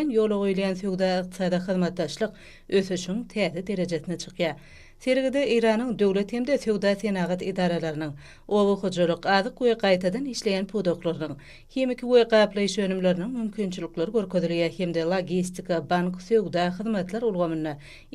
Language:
Turkmen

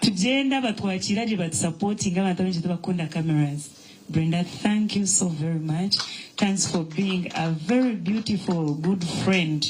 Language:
Nyankole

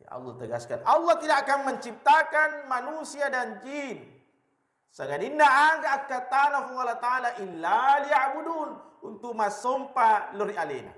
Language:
Buginese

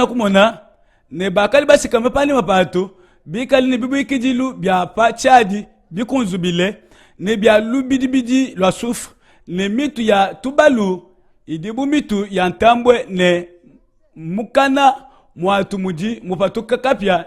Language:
Luba-Lulua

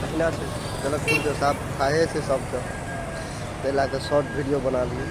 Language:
Maithili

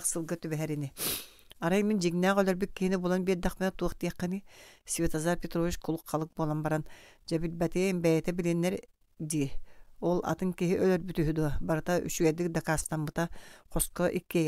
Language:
Yakut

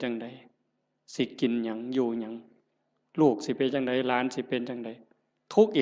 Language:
Northeastern Thai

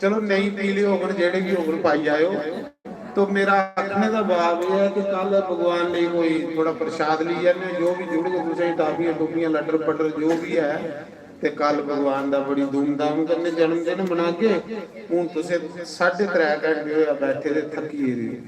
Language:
Dogri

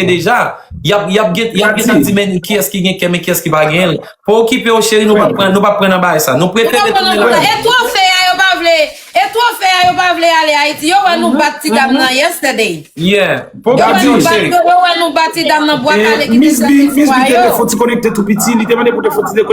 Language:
Haitian Creole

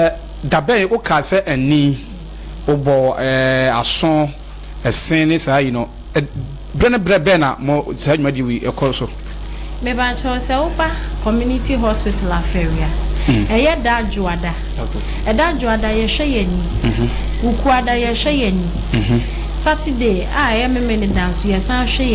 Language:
Akan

